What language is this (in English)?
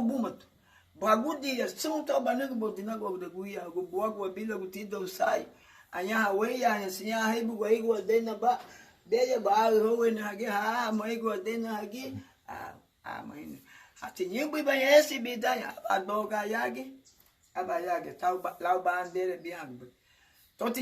Garifuna